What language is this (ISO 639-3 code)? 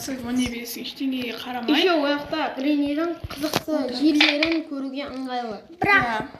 kaz